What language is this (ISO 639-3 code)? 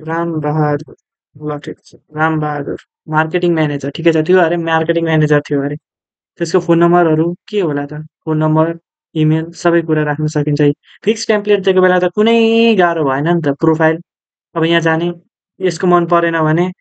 nep